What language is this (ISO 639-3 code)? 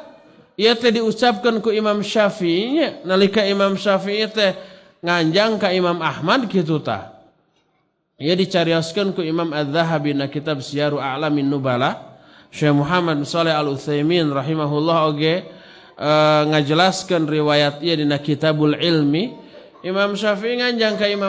sun